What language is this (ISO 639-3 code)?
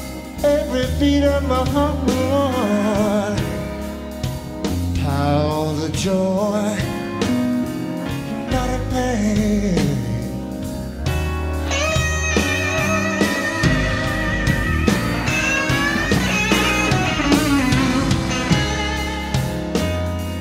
eng